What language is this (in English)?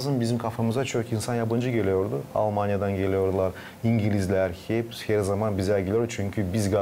Gagauz